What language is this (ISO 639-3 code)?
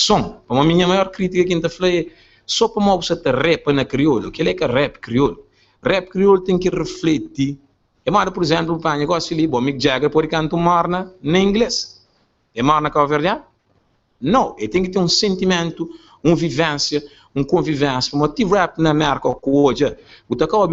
kea